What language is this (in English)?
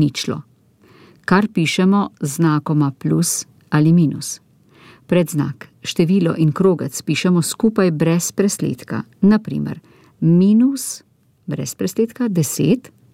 Slovenian